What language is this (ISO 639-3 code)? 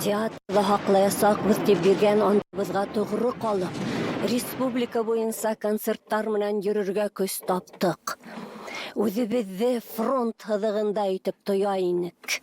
bak